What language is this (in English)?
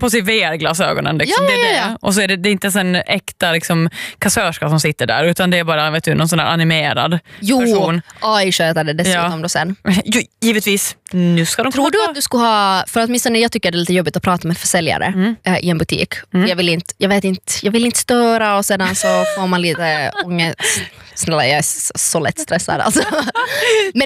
Swedish